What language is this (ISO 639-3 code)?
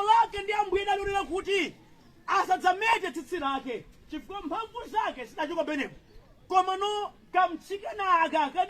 nya